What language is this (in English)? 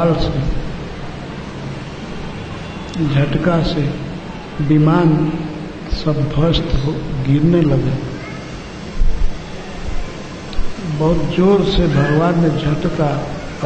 Hindi